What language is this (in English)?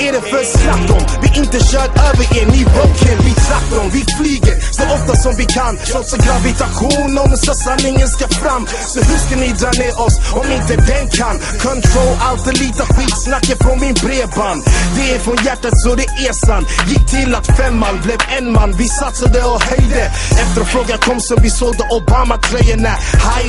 Swedish